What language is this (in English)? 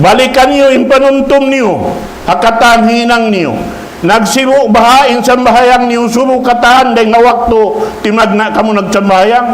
Tausug